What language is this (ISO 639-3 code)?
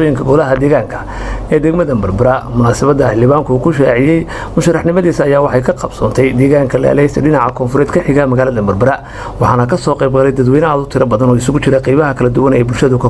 som